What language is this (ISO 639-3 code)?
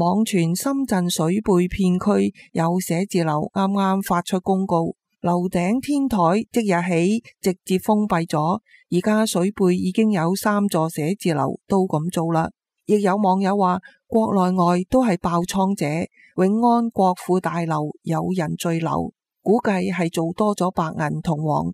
yue